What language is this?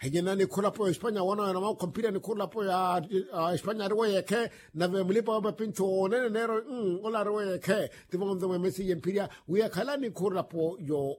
Makhuwa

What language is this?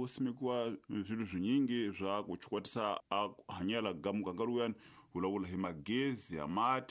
Tsonga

